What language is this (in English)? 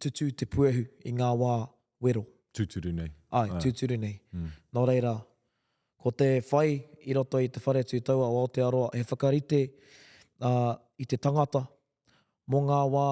Māori